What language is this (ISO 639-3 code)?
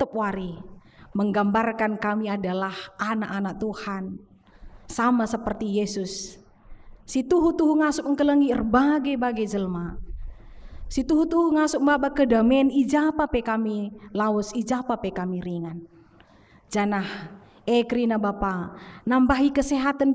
btx